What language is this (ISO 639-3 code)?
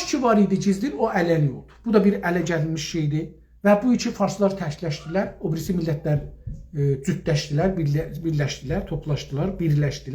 azb